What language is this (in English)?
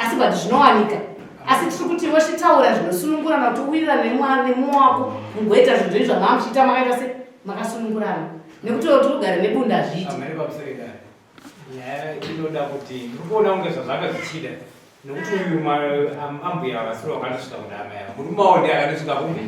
Shona